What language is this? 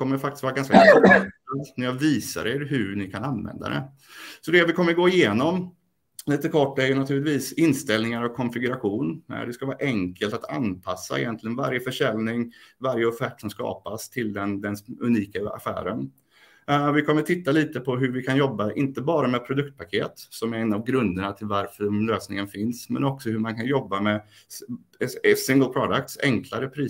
Swedish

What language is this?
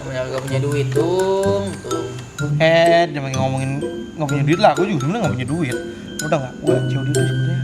Betawi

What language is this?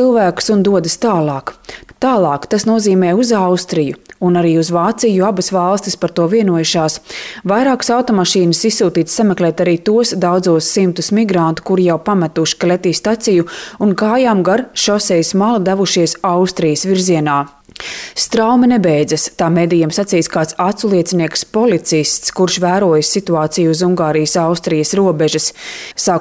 Latvian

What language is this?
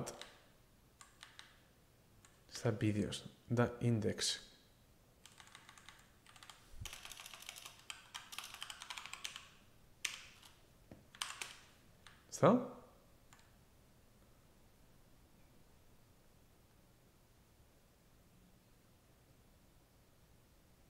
Basque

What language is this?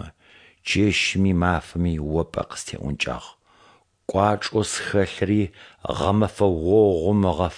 Adyghe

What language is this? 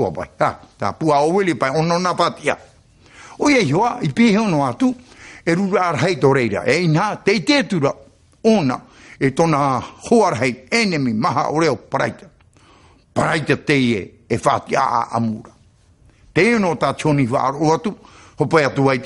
Tahitian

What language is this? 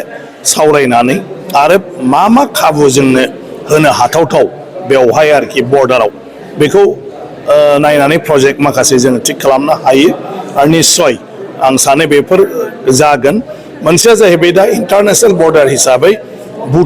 Bodo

